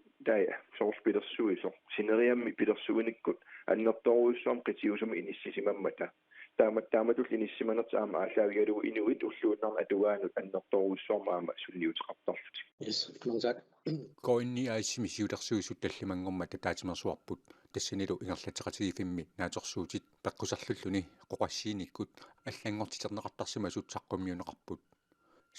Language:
Kalaallisut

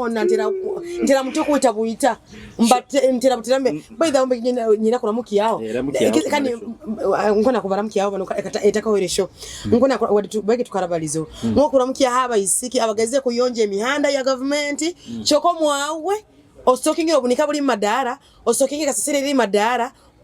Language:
Nyoro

